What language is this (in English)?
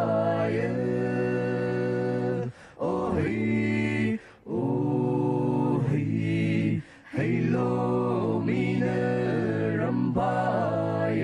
Poumei Naga